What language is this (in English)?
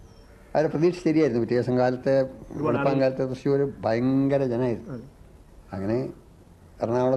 Malayalam